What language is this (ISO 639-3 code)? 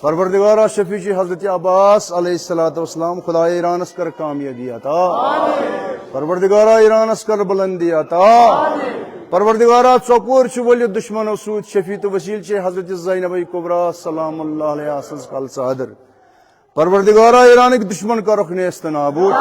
kas